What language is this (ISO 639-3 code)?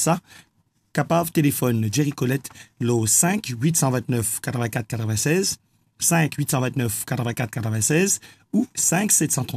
mfe